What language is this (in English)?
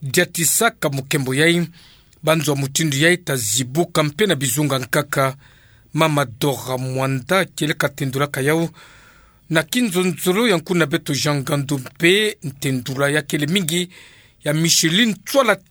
Kituba (Democratic Republic of Congo)